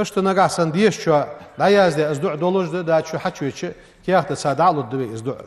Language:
Ingush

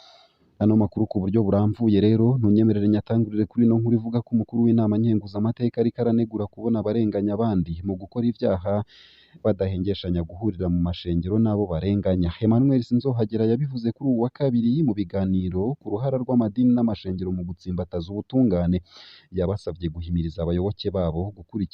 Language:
Rundi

